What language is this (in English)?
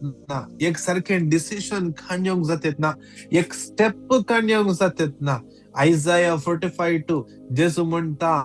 Konkani